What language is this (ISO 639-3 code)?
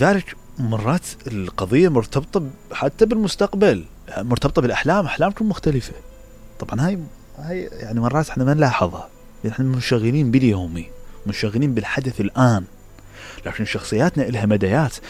acm